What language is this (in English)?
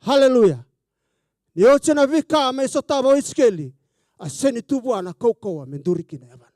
Fijian